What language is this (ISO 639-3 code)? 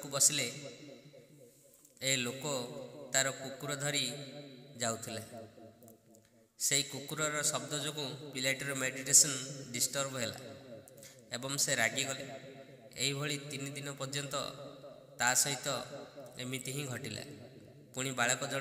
ori